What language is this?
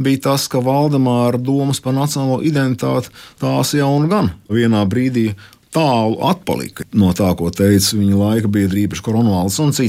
Latvian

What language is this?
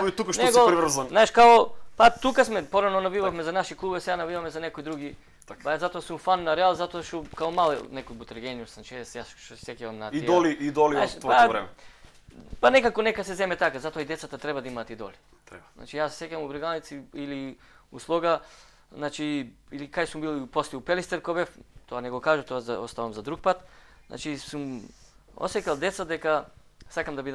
Macedonian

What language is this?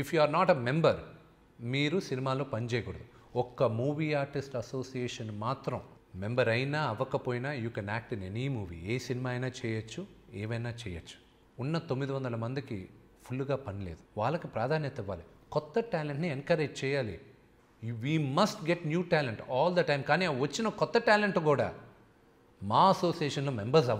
Telugu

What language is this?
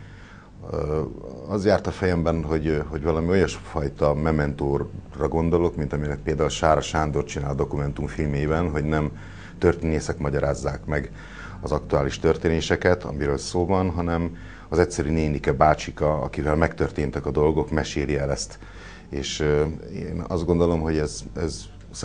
Hungarian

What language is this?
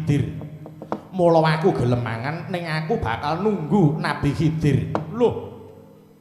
Javanese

